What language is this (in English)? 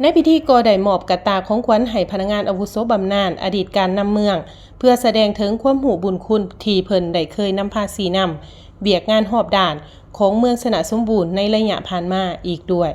Lao